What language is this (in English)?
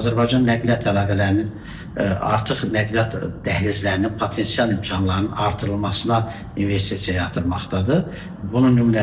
Azerbaijani